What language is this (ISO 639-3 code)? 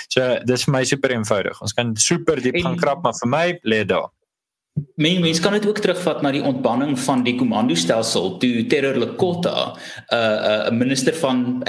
afr